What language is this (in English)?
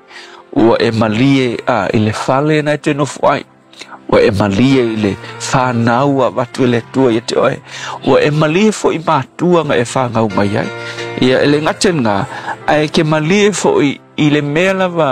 Samoan